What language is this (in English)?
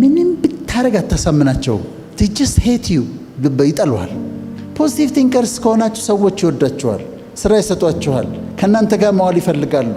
Amharic